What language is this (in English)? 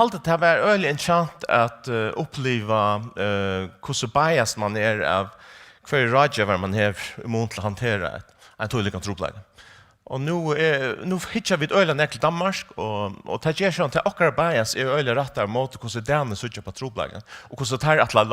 Faroese